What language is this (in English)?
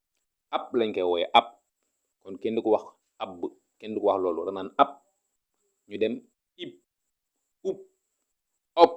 Wolof